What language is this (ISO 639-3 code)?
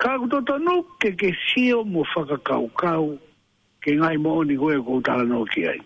ton